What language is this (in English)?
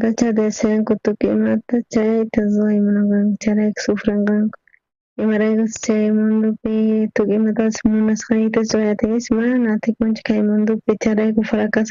South Bolivian Quechua